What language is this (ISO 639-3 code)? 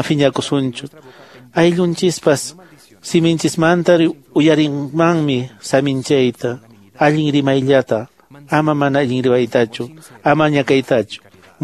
que